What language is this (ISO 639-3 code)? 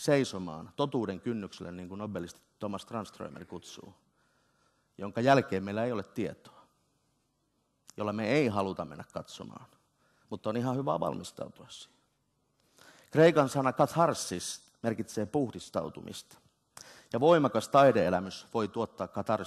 fin